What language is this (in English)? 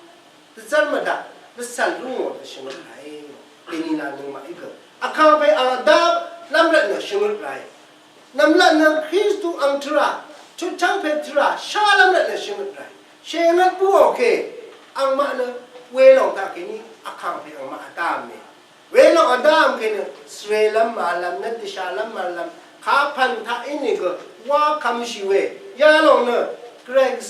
Rawang